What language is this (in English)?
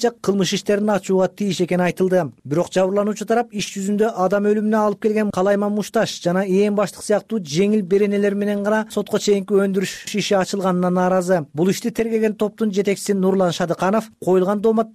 Kyrgyz